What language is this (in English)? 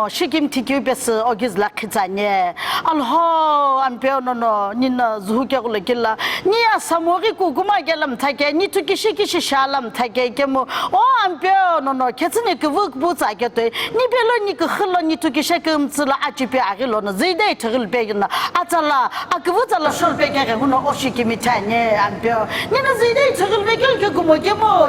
Sumi Naga